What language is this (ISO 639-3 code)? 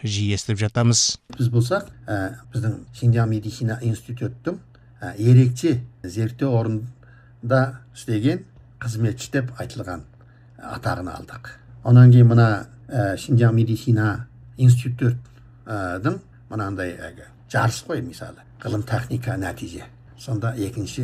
kaz